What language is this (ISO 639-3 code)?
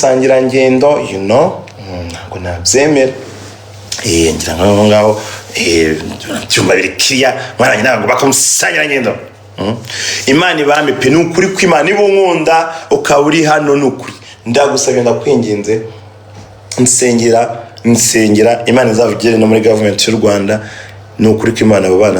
kin